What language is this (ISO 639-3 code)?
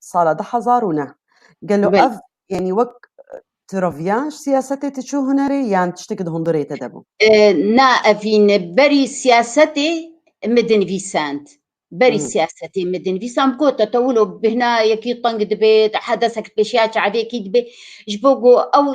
kur